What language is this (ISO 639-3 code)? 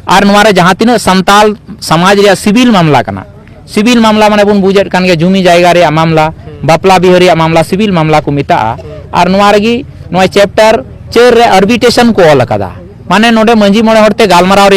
sat